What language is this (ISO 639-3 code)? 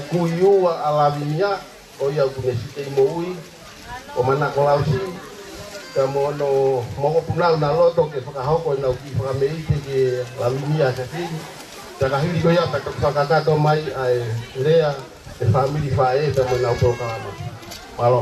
ton